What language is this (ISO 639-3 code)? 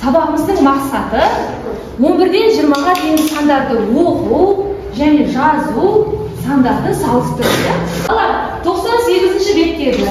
kaz